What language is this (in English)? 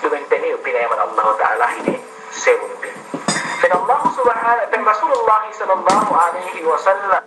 Yakan